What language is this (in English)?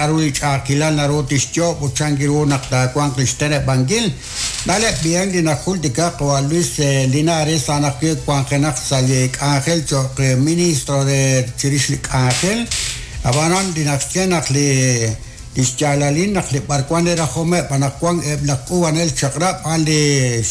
Kekchí